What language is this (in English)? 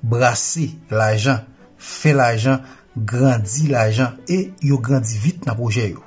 Haitian Creole